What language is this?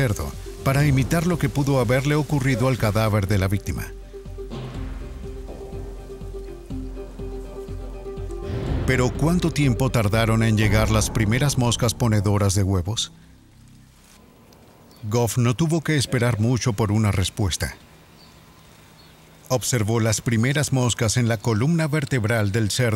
Spanish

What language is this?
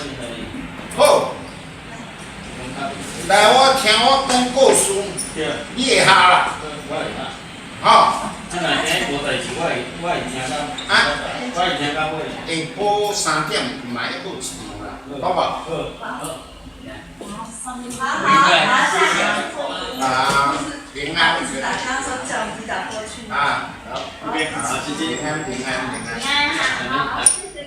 Min Nan Chinese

